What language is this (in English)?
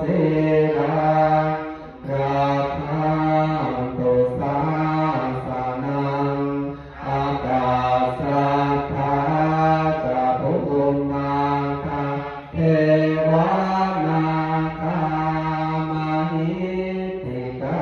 Pali